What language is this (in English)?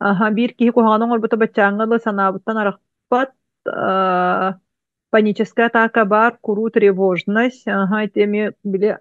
Yakut